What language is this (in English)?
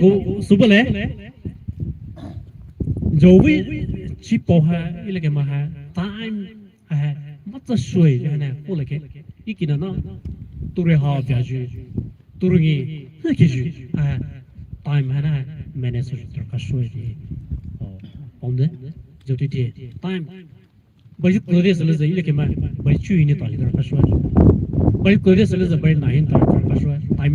Poumei Naga